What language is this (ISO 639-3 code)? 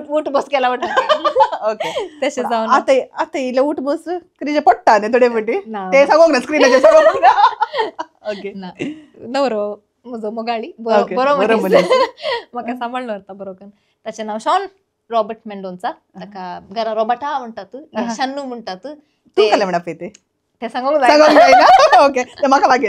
kok